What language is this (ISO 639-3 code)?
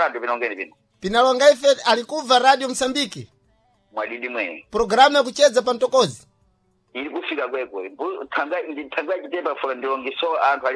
seh